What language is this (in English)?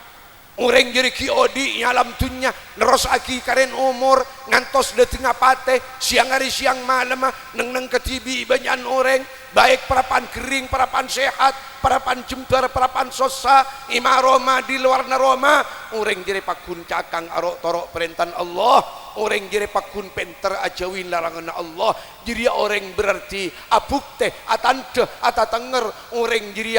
Madurese